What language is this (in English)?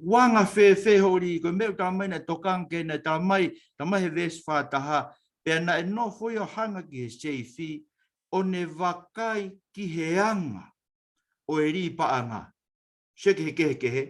Tongan